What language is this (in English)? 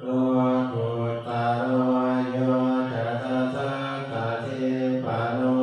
Pali